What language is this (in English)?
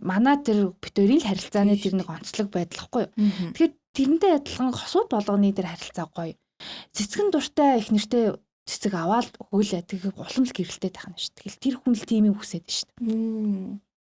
Mongolian